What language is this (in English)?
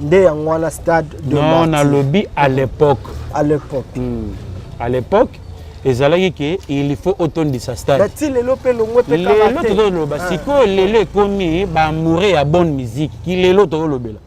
Lingala